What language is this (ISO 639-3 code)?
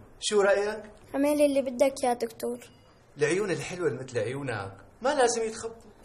apc